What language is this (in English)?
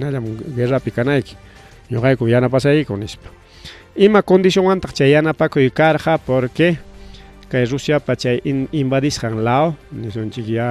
Ayacucho Quechua